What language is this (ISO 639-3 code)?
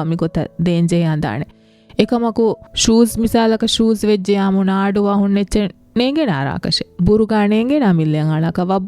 div